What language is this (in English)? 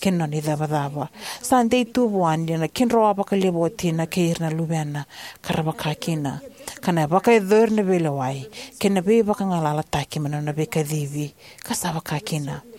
Fijian